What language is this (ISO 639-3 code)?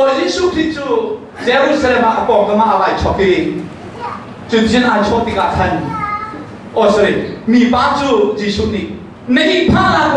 cnh